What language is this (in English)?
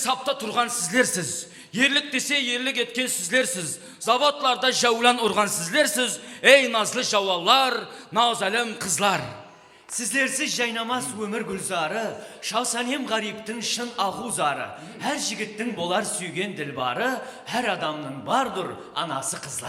Kara-Kalpak